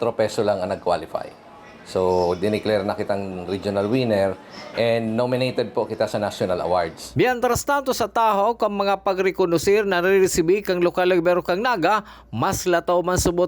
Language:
Bikol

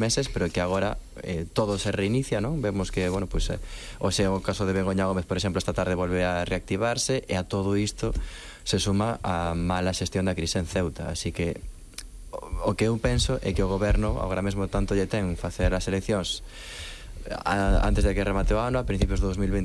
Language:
Galician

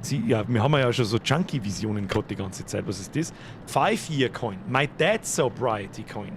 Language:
Bavarian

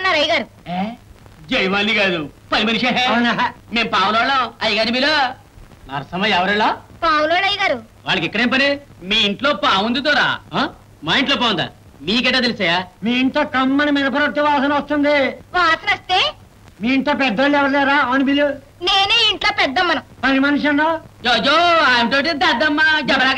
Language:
Telugu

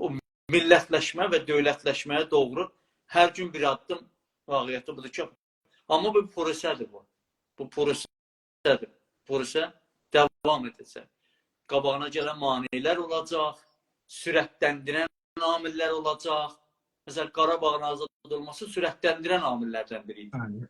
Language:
South Azerbaijani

